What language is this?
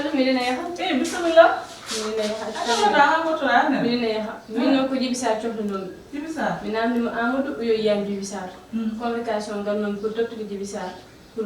Fula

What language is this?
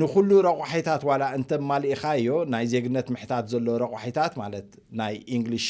Tigrinya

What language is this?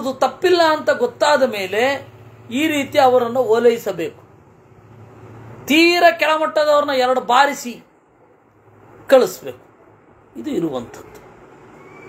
Kannada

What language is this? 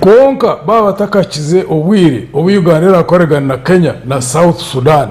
Nyankole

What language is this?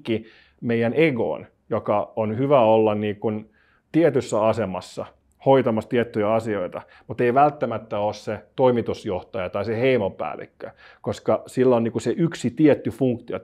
Finnish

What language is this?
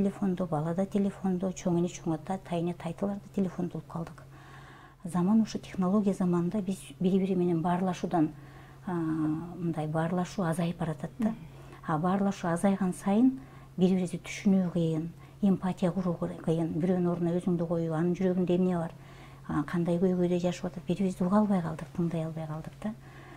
Kyrgyz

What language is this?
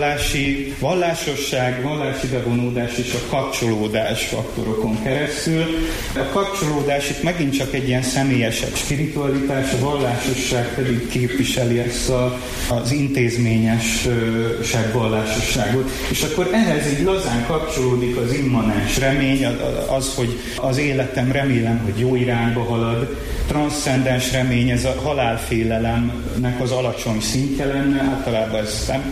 Hungarian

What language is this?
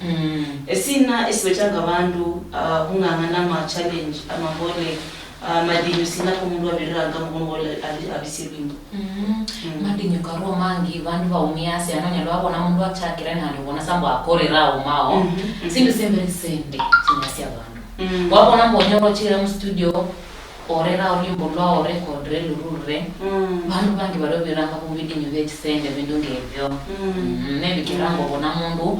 Luyia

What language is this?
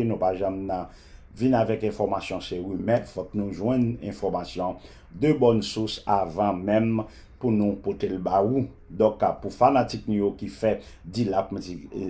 Haitian Creole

